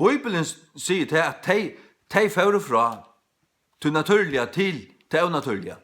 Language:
Faroese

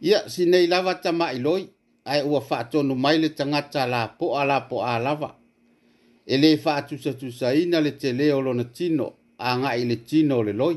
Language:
Samoan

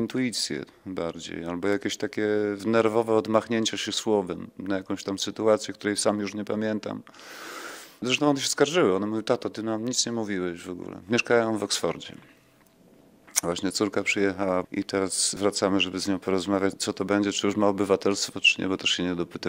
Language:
Polish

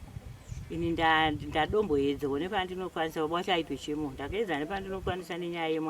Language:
Shona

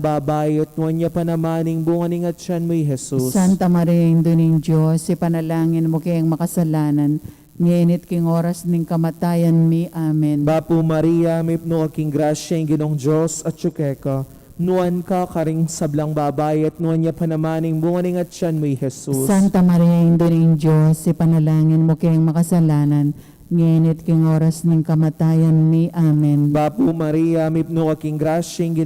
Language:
Pampanga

